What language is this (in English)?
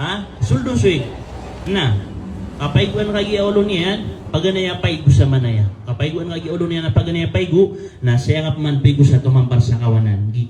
Maranao